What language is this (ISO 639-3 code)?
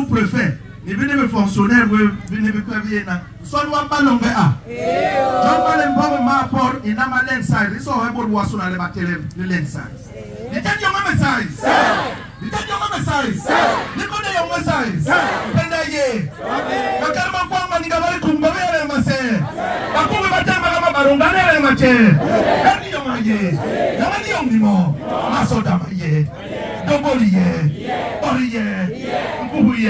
bas